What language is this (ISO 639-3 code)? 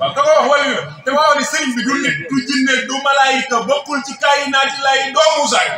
wol